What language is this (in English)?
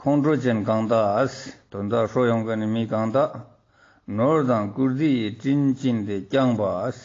Ladakhi